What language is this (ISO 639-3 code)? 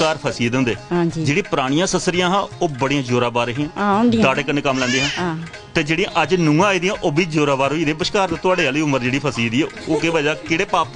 doi